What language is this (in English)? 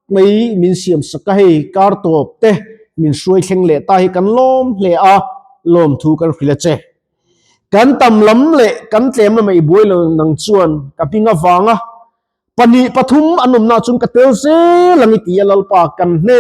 Mizo